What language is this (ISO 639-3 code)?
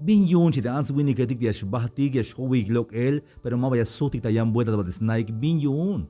tzh